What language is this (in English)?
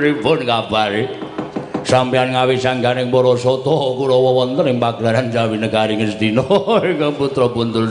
Javanese